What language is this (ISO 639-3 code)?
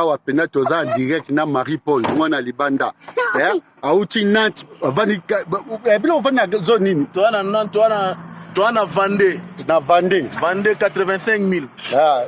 lin